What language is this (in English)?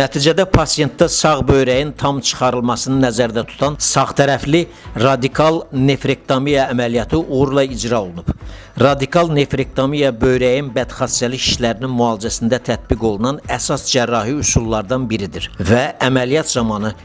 Azerbaijani